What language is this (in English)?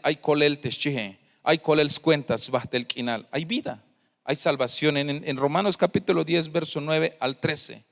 Tzeltal